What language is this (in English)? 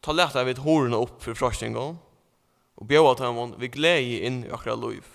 Faroese